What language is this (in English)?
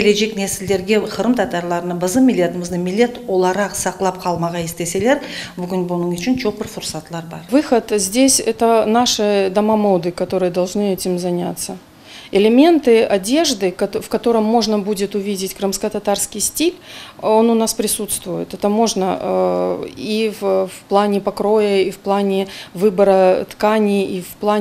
Crimean Tatar